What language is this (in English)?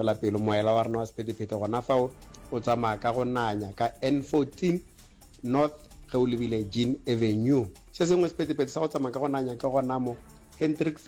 Northern Sotho